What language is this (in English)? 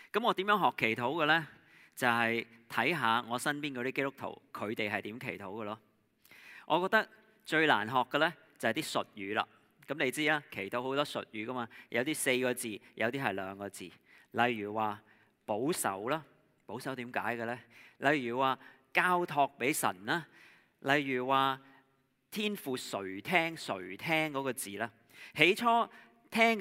Cantonese